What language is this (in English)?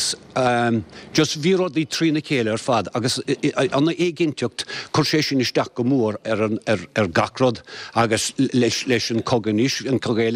Irish